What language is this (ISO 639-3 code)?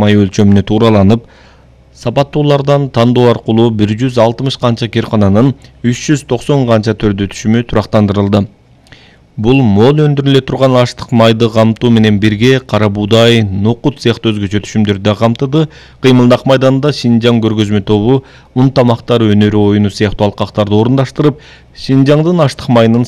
kir